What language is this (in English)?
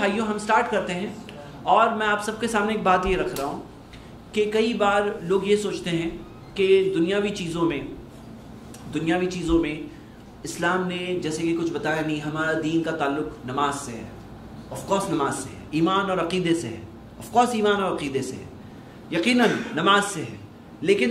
Urdu